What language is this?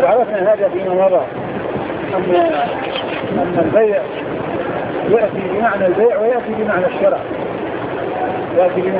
Arabic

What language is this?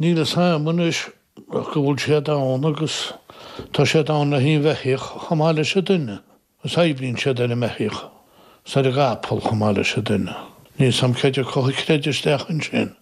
Irish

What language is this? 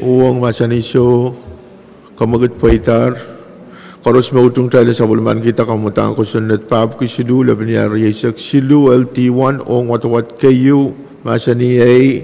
Pohnpeian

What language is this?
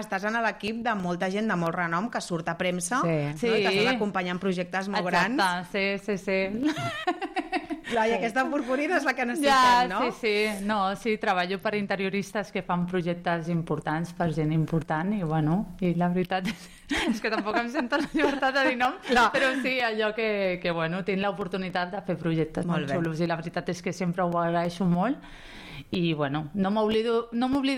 Catalan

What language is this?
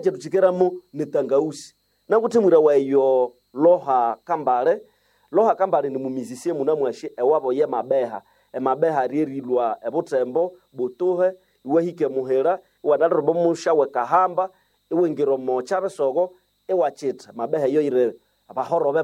Nande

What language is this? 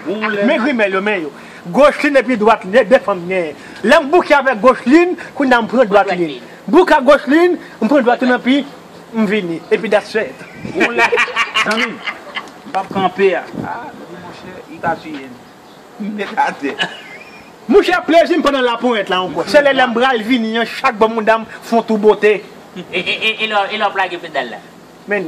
Haitian Creole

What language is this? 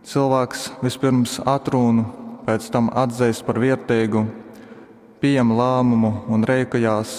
Latgalian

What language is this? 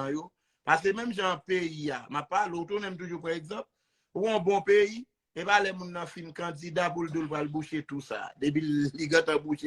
Haitian Creole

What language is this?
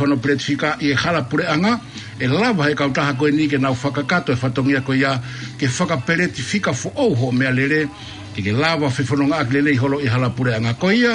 Tongan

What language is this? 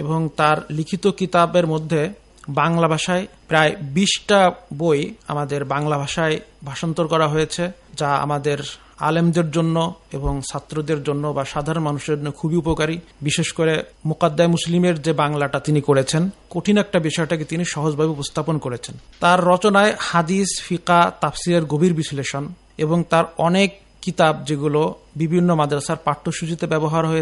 Bangla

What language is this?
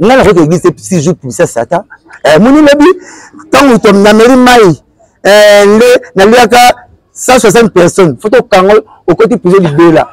Lingala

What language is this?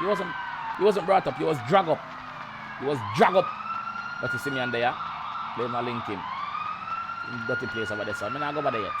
Jamaican Creole English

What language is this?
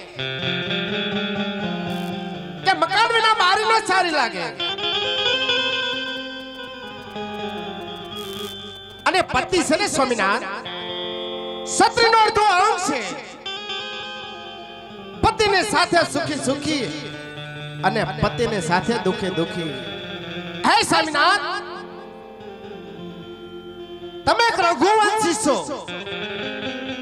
Gujarati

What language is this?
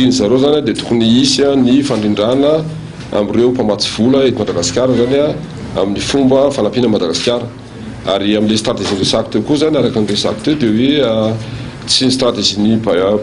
Malagasy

